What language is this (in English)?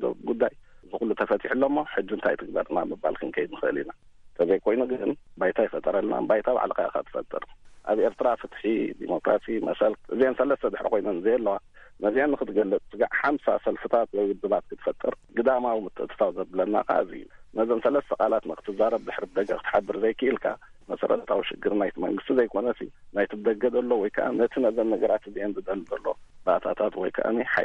Tigrinya